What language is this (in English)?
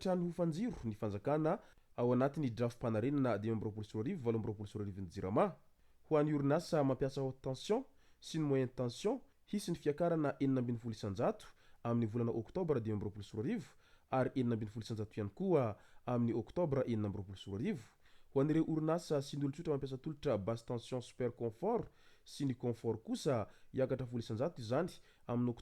Malagasy